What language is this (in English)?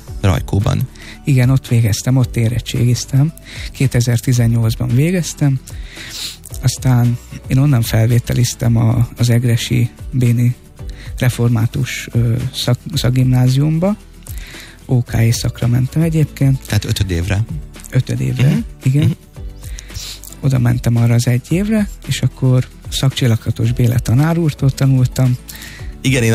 Hungarian